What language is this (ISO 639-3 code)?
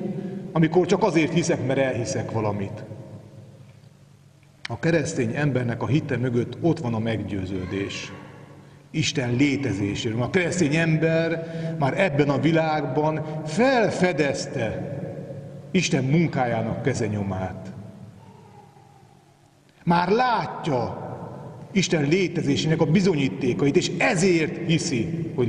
hun